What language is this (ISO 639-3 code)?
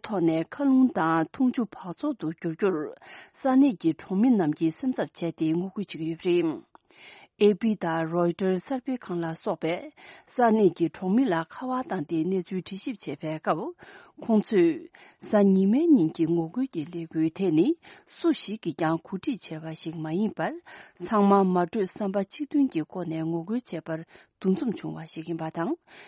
bod